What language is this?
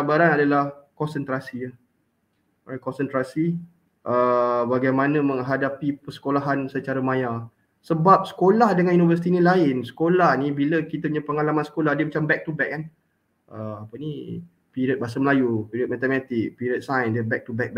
Malay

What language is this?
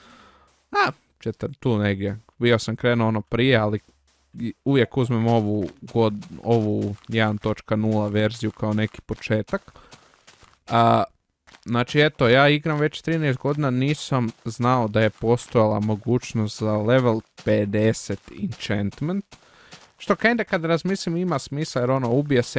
Croatian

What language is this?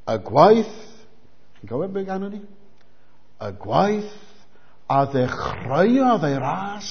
Welsh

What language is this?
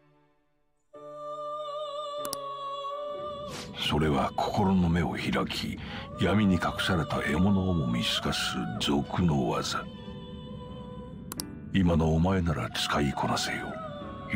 Japanese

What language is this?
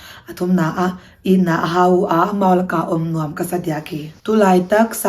Tedim Chin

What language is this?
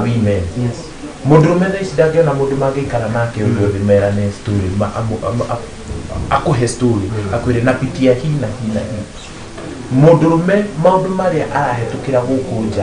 Kikuyu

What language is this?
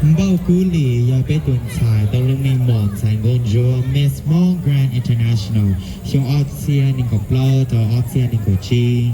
Hmong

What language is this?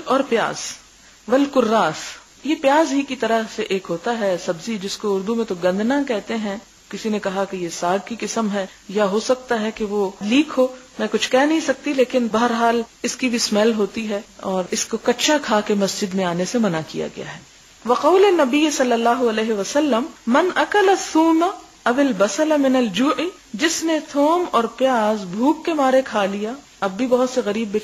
Urdu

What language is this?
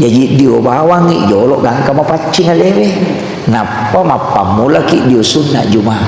Buginese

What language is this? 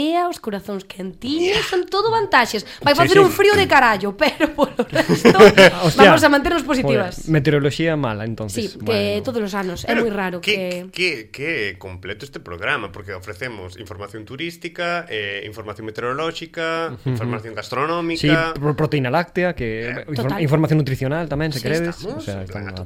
Galician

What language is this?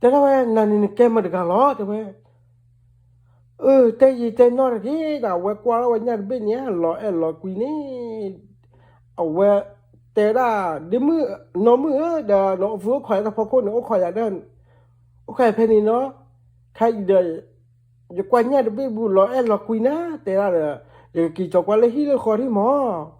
S'gaw Karen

